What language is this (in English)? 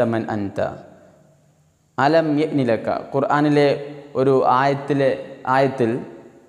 Malayalam